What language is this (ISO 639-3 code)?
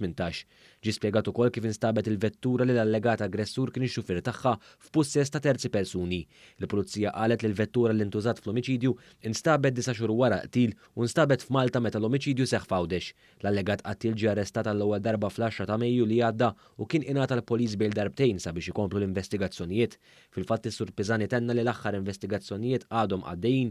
mlt